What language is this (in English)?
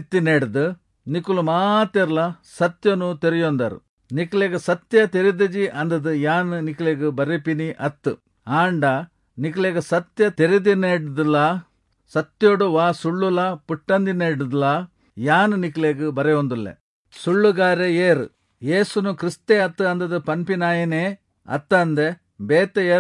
Tulu